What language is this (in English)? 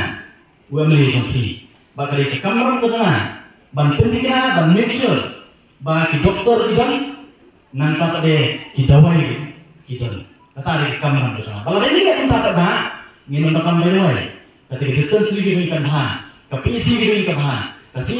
Khasi